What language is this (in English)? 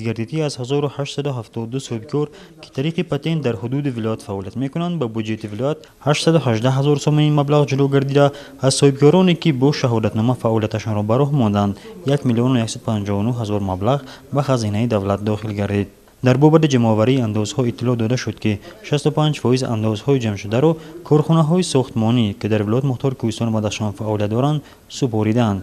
Tajik